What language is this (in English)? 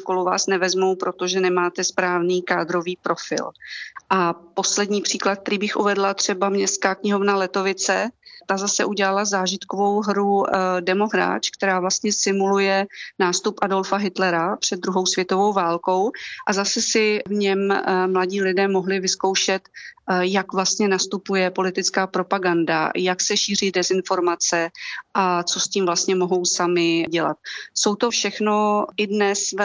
Czech